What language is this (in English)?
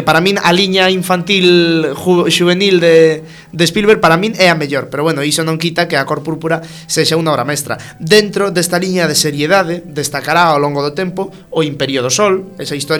Galician